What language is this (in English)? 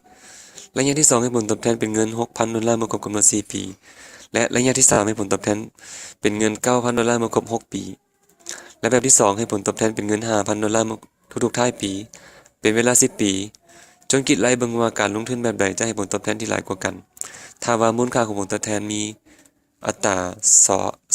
Lao